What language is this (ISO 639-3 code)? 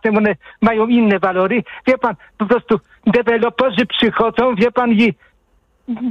pol